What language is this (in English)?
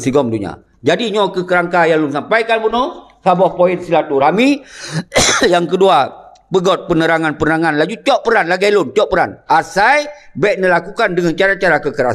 Achinese